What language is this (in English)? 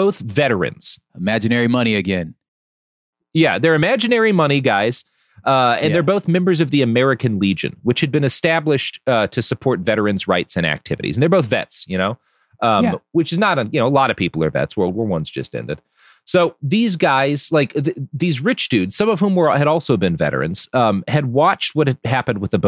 English